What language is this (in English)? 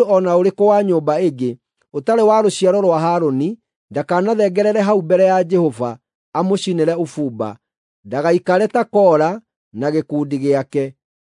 Kikuyu